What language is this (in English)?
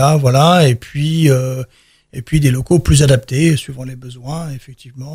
French